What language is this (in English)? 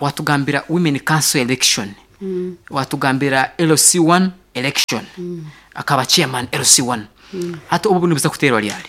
Nyankole